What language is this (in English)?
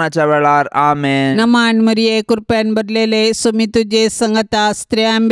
Konkani